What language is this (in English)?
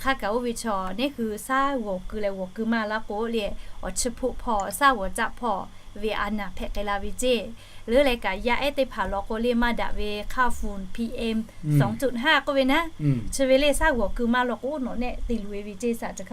Lahu